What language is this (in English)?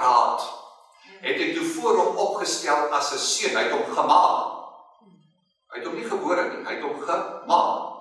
Afrikaans